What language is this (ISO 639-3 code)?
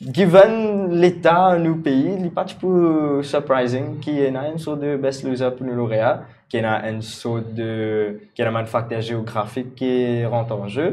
mfe